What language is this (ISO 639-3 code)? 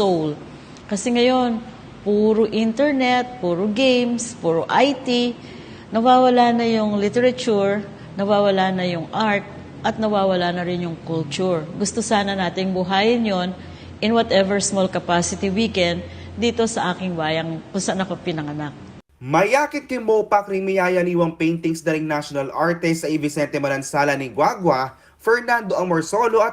pam